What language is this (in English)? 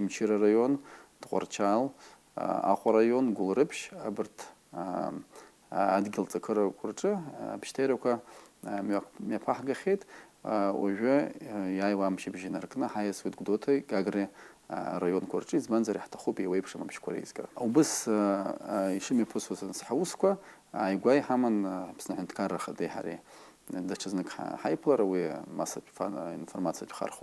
Abkhazian